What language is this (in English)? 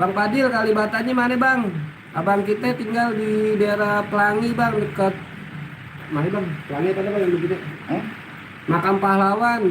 Betawi